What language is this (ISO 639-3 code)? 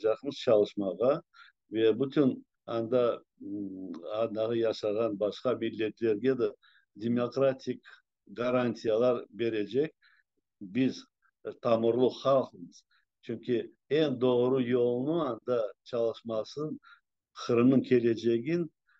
crh